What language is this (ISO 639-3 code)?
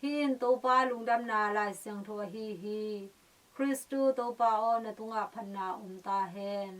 ctd